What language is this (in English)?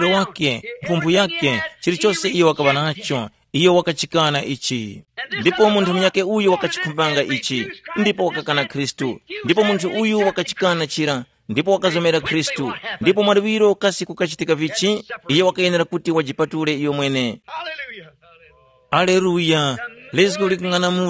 Tumbuka